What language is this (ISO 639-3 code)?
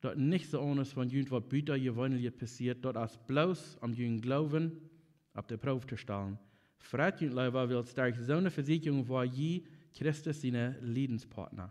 pdt